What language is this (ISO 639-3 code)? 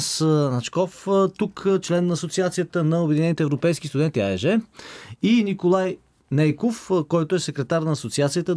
bul